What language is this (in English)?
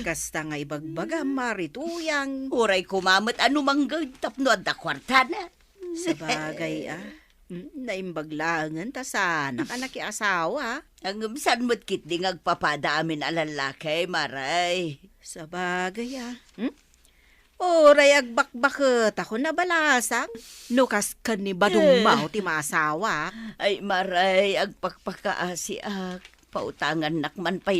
Iloko